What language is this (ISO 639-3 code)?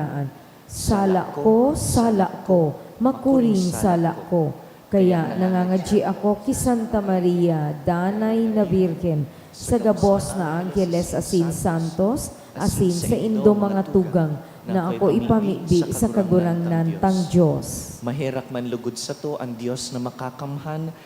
bik